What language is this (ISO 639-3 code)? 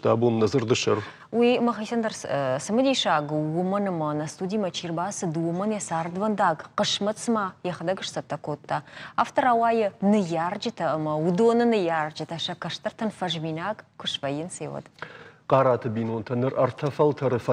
oss